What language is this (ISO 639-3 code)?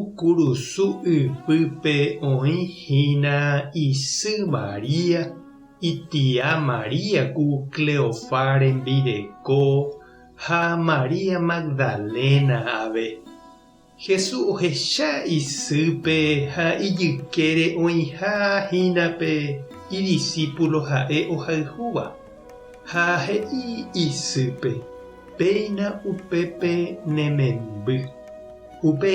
grn